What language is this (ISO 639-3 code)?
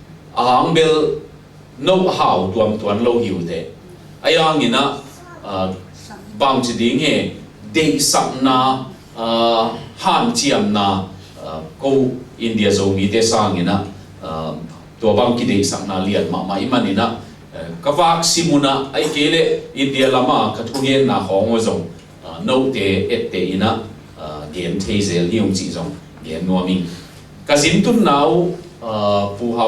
ctd